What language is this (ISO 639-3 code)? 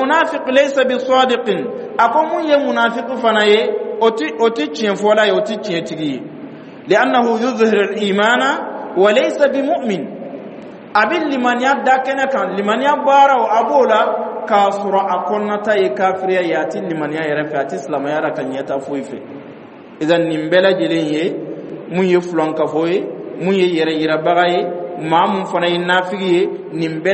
dyu